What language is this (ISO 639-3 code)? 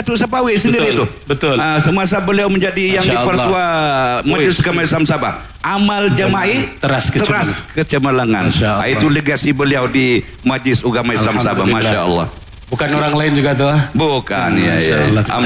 msa